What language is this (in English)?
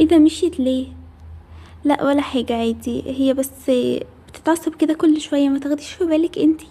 Egyptian Arabic